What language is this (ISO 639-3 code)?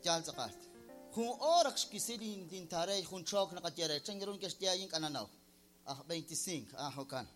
kek